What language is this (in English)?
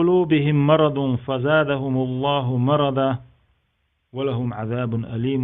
Chechen